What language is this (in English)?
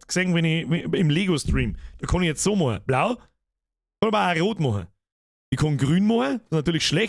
Bavarian